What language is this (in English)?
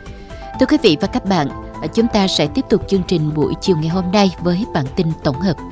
Vietnamese